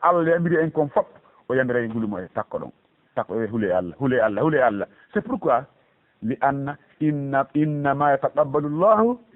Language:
Fula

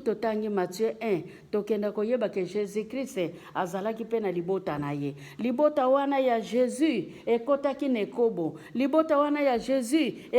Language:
Lingala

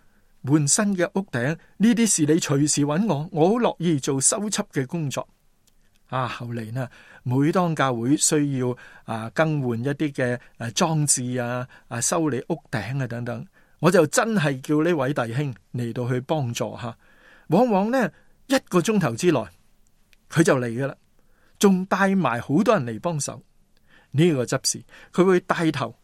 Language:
Cantonese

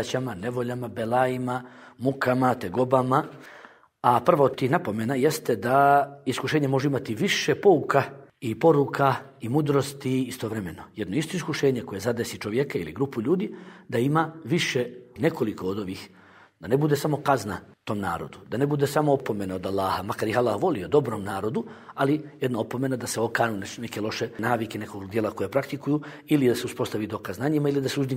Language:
Bosnian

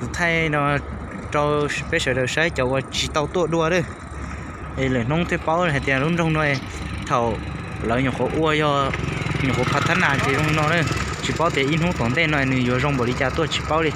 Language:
Hmong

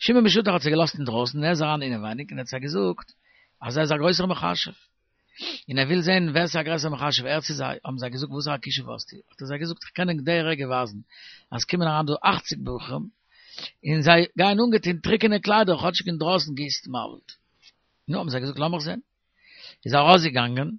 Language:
Yiddish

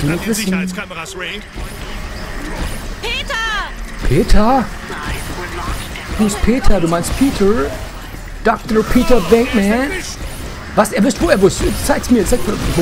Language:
German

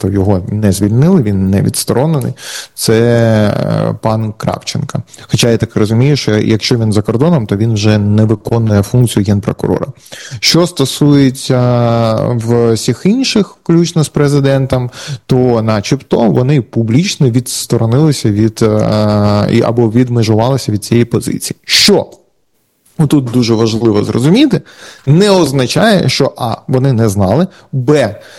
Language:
Ukrainian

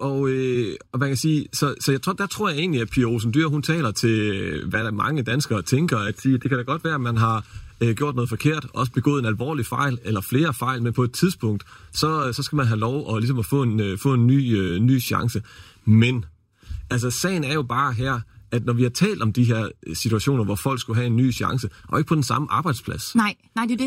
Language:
Danish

